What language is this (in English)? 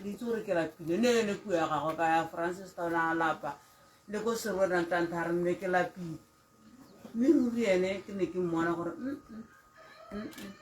Tswana